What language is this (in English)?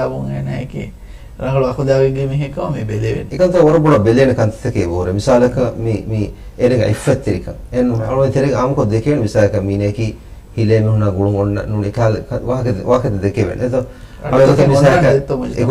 Divehi